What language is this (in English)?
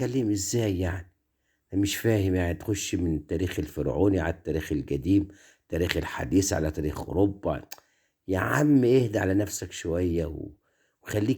Egyptian Arabic